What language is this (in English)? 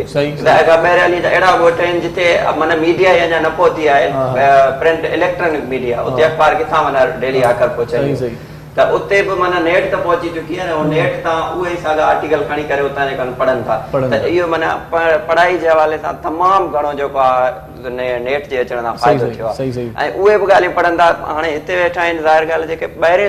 Sindhi